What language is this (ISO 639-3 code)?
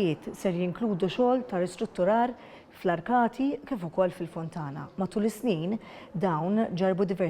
mlt